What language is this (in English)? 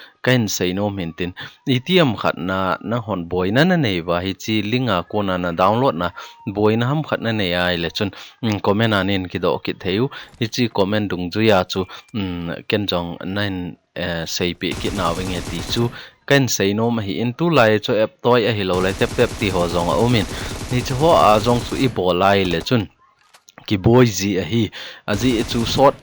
Thado Chin